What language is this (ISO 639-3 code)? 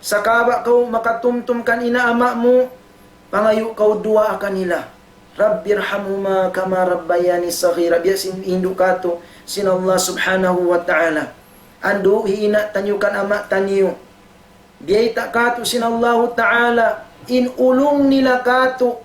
tsg